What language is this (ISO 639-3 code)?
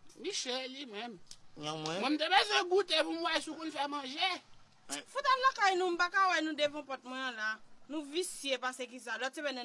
hat